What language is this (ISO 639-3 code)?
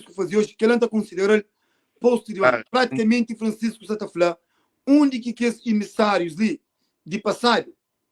kea